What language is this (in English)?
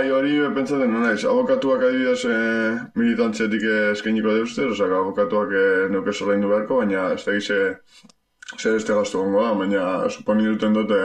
Basque